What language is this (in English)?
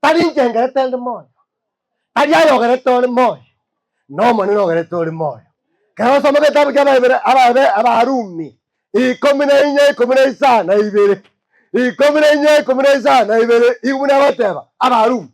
Gusii